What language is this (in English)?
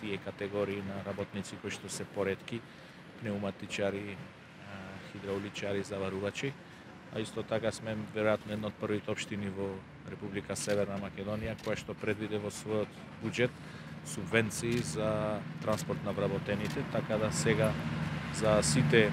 Macedonian